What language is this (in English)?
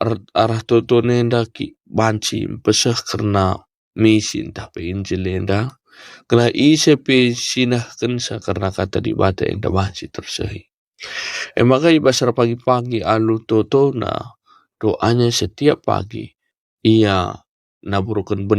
Batak Karo